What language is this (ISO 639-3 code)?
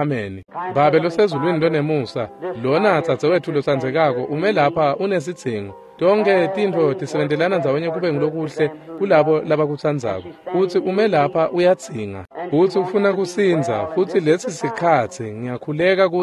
ssw